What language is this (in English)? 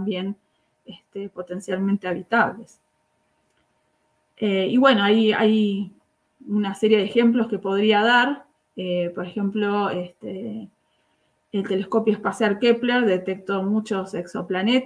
Spanish